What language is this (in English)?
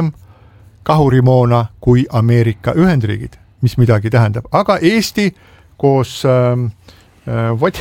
Estonian